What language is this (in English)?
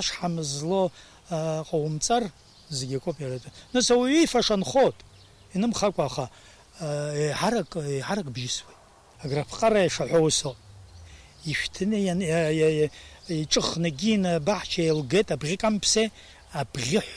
Abkhazian